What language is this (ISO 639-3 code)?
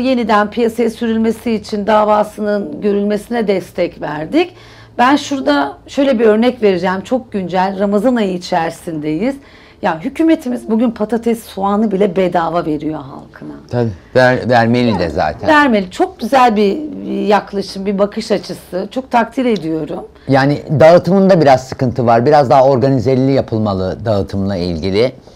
tur